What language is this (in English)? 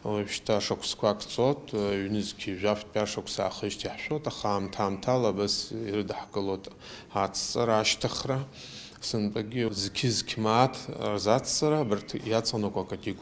Abkhazian